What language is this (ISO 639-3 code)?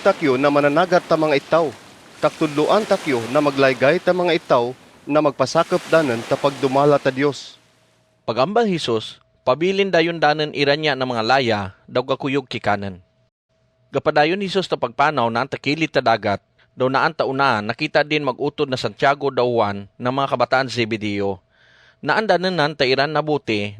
cgc